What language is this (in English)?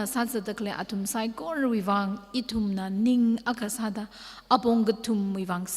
Tangkhul Naga (India)